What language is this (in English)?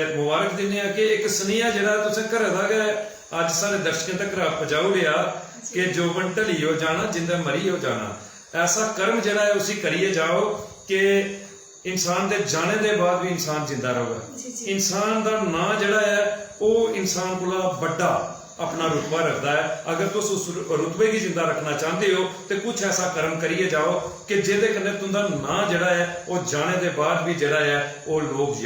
Dogri